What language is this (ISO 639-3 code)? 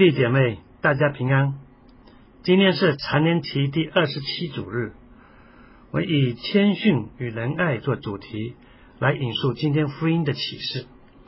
zho